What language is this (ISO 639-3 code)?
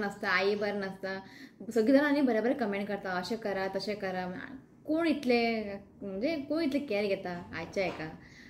kok